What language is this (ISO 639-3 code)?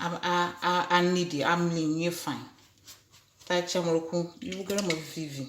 ewe